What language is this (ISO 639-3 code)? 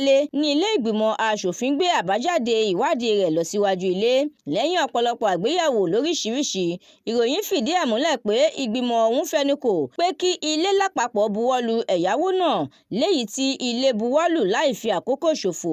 yor